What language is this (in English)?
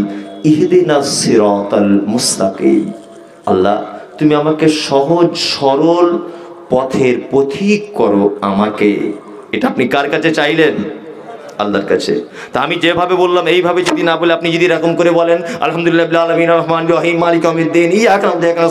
Bangla